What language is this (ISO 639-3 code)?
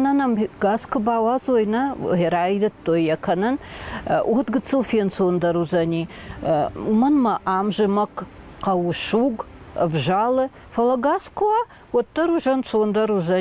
oss